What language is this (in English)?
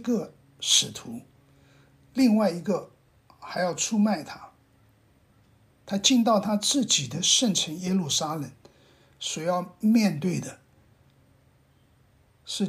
Chinese